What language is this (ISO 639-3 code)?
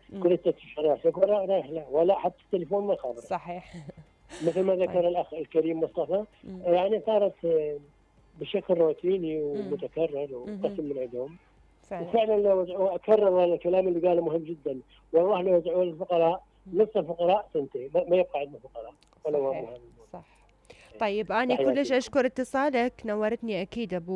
acm